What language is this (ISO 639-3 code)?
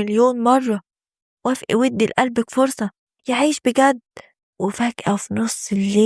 arz